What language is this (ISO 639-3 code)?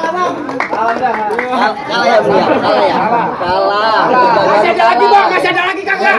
bew